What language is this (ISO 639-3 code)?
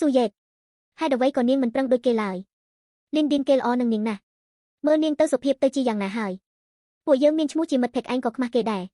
khm